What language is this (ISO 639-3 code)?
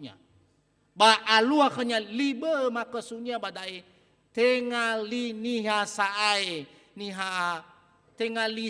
nia